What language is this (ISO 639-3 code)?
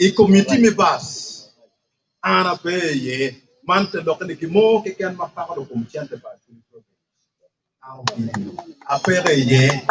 ach